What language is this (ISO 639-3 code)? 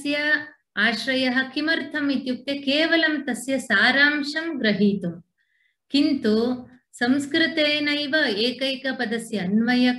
san